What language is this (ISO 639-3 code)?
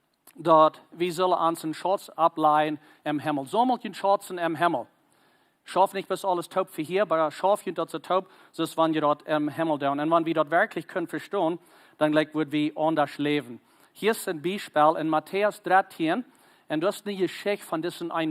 pdt